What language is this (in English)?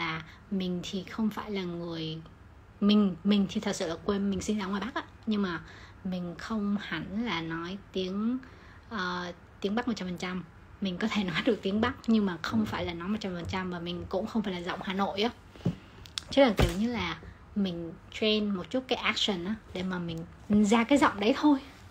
Vietnamese